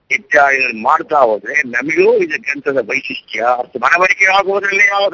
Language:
Kannada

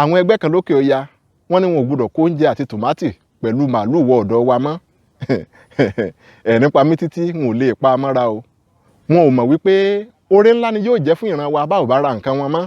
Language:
Yoruba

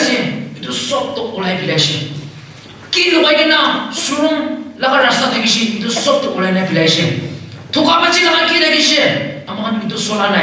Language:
Naga Pidgin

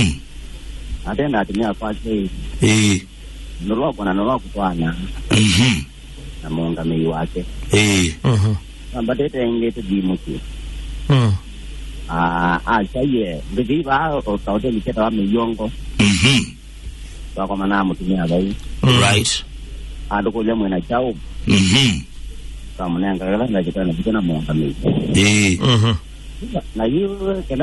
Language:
Kamba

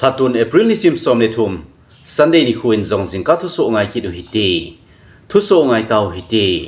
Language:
Thado Chin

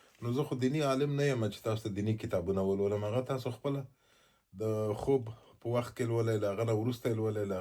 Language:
Pashto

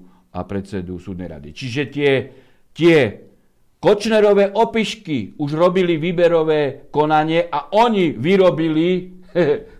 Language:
Slovak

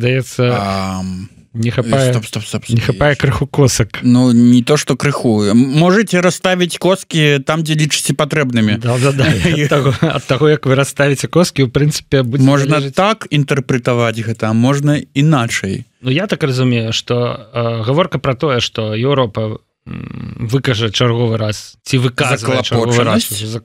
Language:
Belarusian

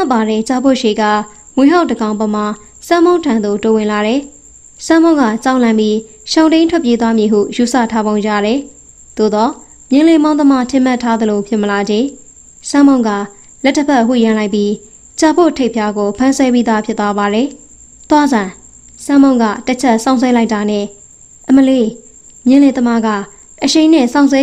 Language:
Burmese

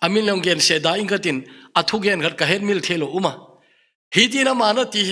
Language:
Thado Chin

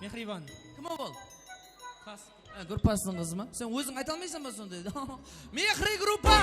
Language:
Kara-Kalpak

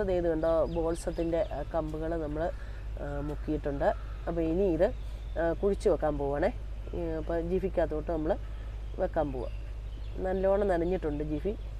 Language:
Malayalam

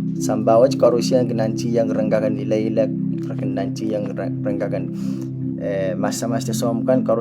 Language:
Pohnpeian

